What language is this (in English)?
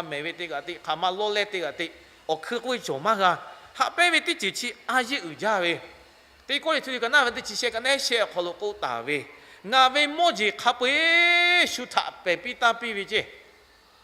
Lahu